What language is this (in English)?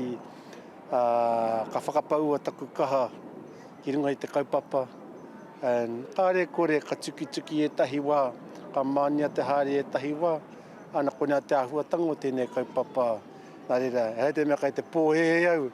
Māori